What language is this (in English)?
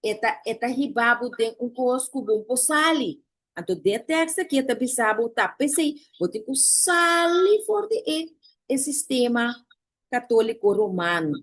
Papiamento